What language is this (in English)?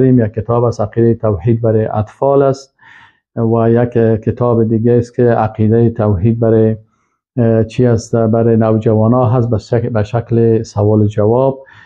Persian